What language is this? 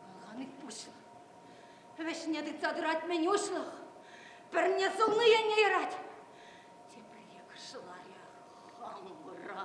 Chuvash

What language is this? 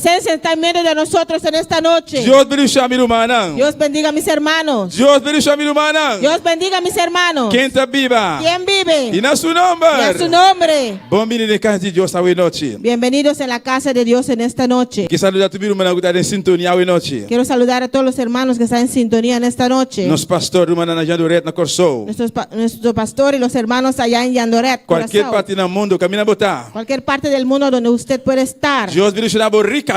Papiamento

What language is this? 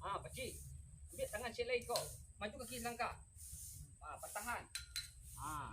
Minangkabau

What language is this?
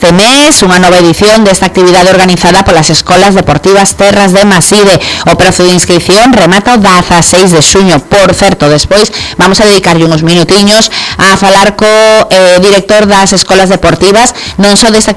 Galician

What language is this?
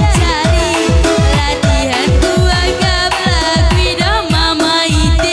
Batak Karo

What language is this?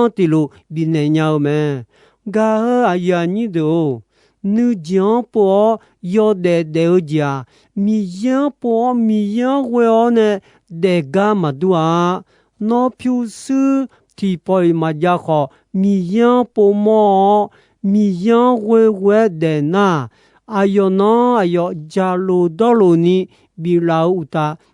Akha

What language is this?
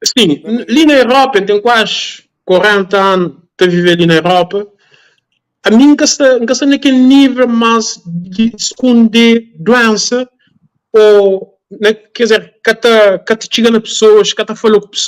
Kabuverdianu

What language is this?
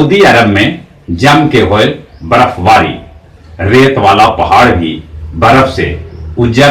Magahi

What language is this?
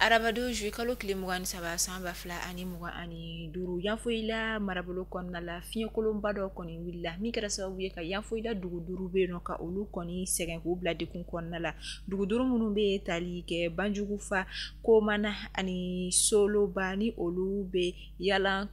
Bambara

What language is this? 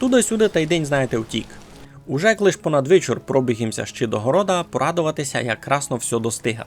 Rusyn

